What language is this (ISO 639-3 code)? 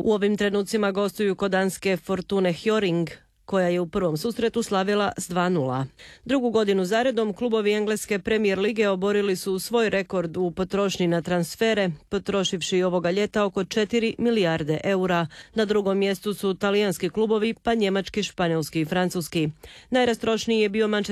hrv